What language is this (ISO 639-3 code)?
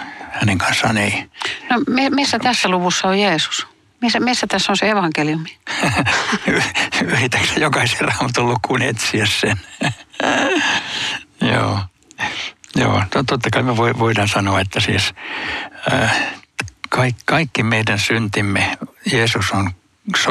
fin